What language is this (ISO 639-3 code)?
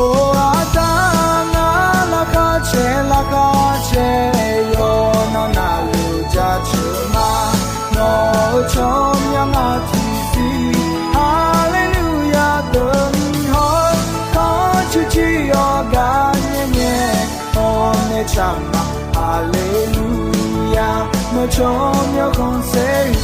ahk